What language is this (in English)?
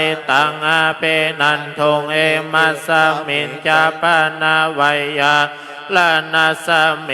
Pali